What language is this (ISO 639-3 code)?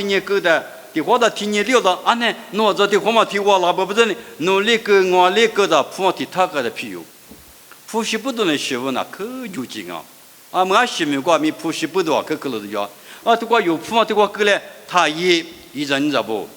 lis